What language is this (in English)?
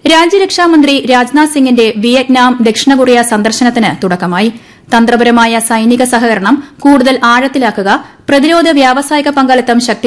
Malayalam